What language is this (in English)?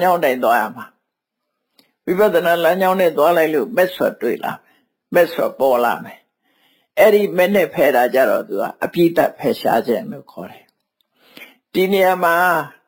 Burmese